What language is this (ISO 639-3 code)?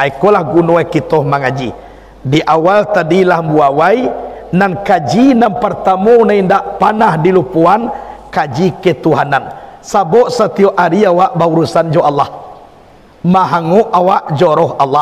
min